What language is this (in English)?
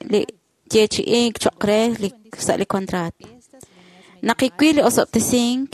Kekchí